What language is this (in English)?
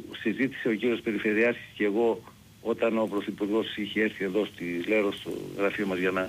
Greek